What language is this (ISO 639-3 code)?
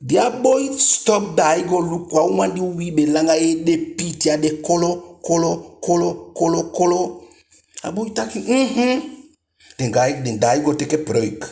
djk